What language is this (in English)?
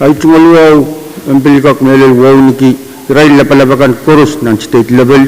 Pohnpeian